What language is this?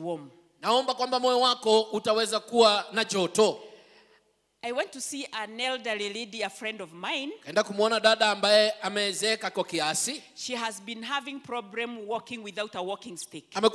Swahili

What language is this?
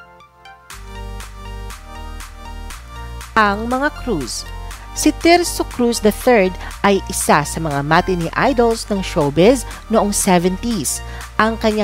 Filipino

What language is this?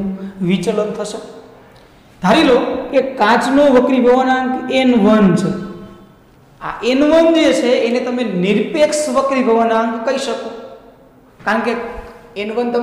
Gujarati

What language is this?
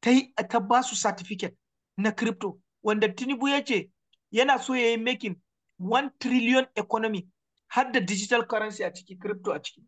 Hausa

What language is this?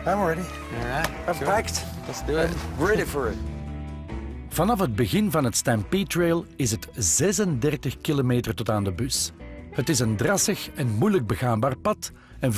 Dutch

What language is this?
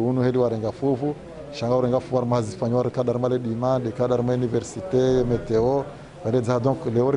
Ngazidja Comorian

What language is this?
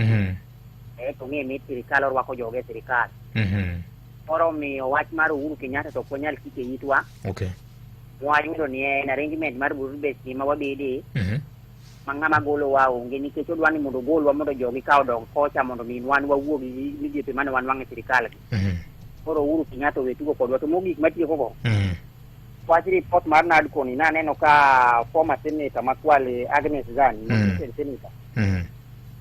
Luo (Kenya and Tanzania)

